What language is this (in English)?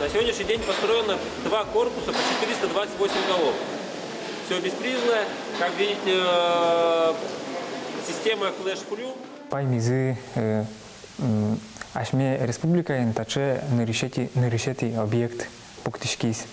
Udmurt